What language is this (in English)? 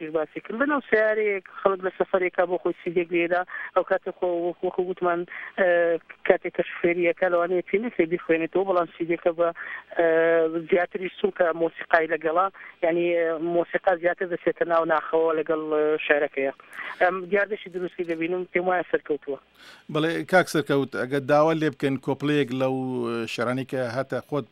Central Kurdish